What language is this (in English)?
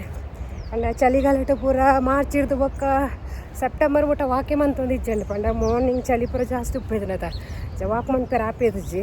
Tulu